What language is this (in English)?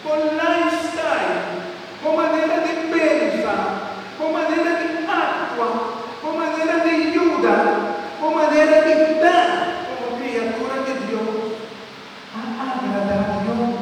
Papiamento